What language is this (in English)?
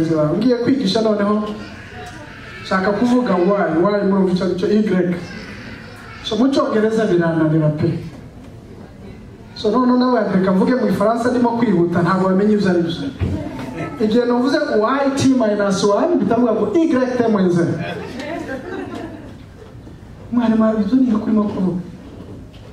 Kinyarwanda